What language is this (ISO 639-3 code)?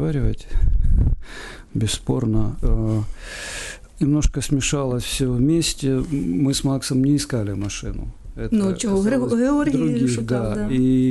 ukr